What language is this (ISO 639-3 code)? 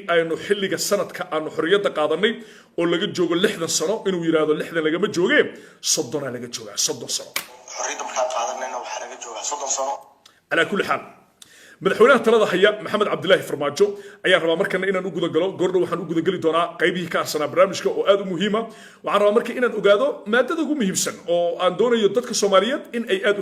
som